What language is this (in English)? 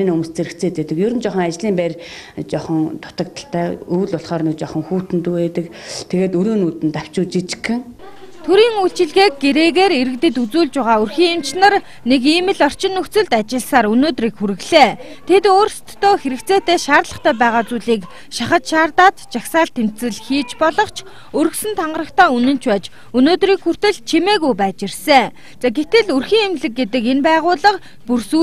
Mongolian